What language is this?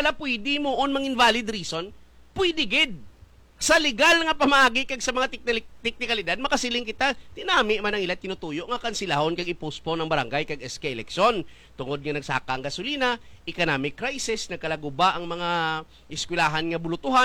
Hiligaynon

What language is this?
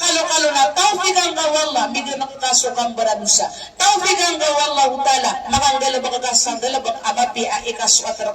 Maranao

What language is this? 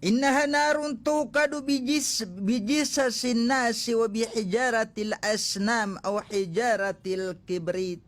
Maranao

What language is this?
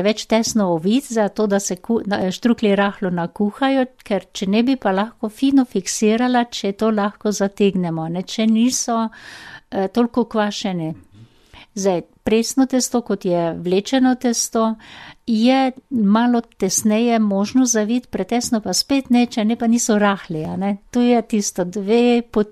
Slovenian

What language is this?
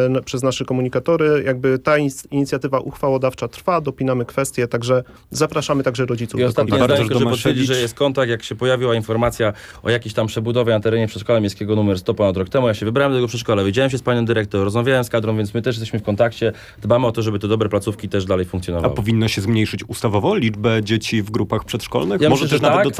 Polish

